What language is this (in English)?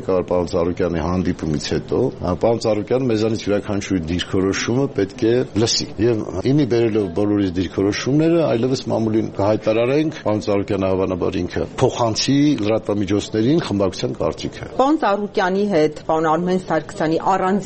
Armenian